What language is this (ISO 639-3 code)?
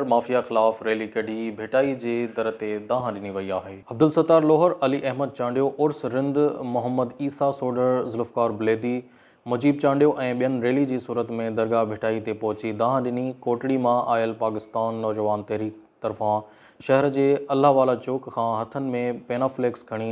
snd